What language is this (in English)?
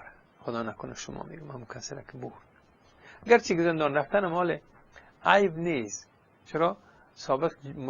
Persian